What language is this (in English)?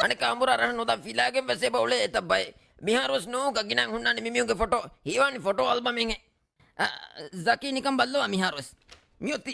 Divehi